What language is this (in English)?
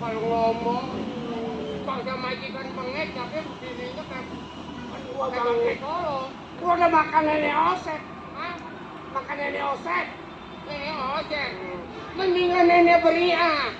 Betawi